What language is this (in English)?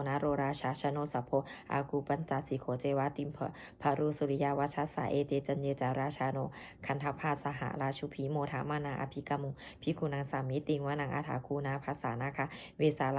Pali